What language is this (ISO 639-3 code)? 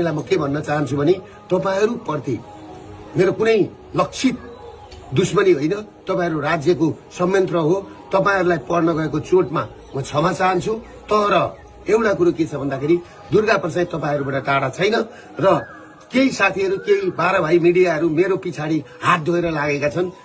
nep